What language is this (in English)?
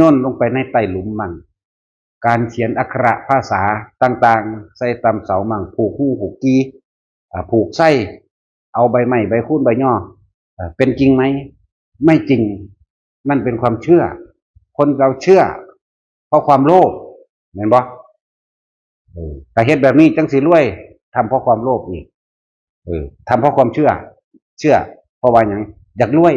Northeastern Thai